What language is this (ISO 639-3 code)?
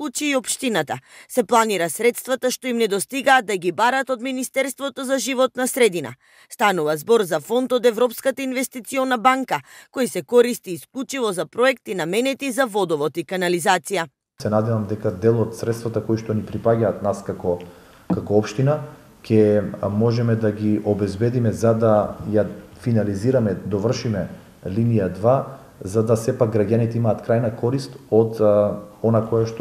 mkd